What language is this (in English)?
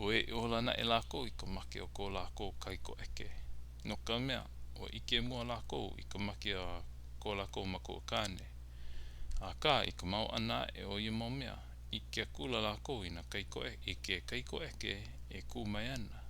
Hawaiian